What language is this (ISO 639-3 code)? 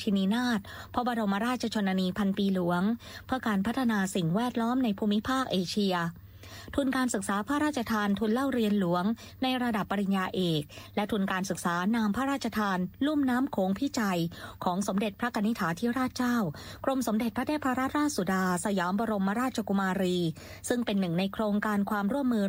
tha